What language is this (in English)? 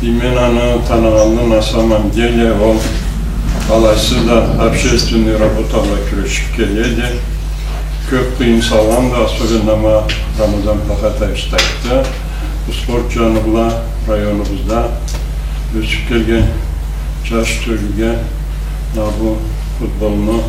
Karachay-Balkar